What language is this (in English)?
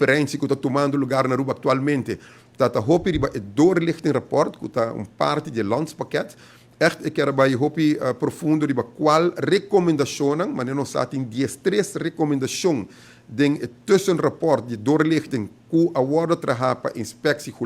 Papiamento